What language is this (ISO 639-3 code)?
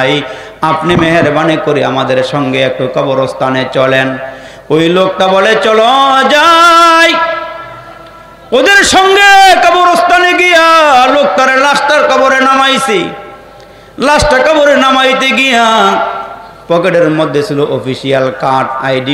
ben